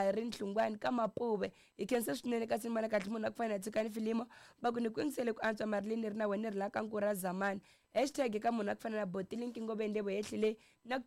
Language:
Tsonga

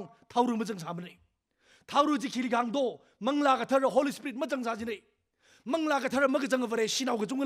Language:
Tangkhul Naga (India)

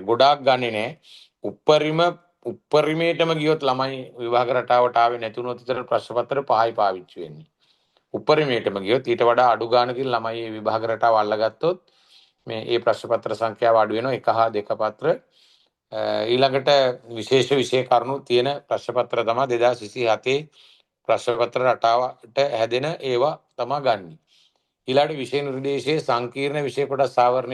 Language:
Sinhala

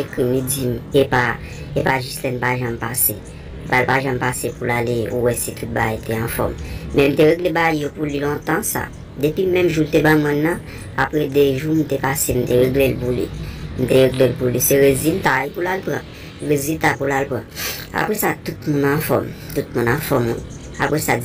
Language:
Haitian Creole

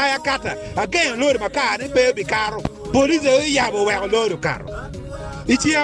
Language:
Acoli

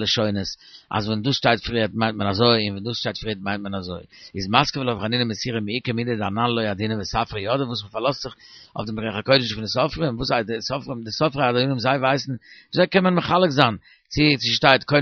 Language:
Yiddish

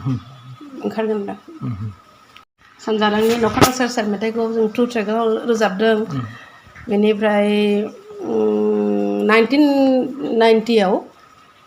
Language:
Bodo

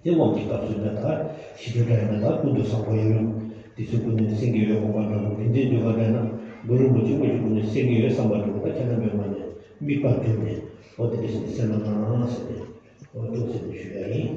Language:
Tibetan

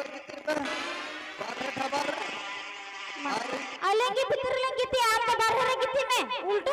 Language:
Santali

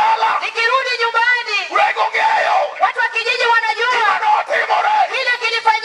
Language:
Luo (Kenya and Tanzania)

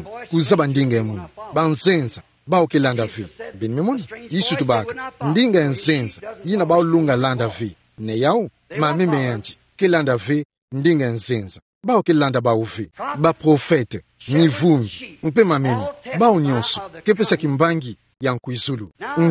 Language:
Kituba (Democratic Republic of Congo)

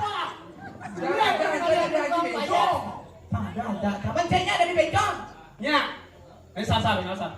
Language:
Balinese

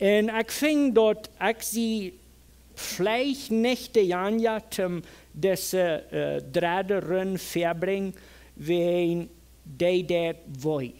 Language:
Plautdietsch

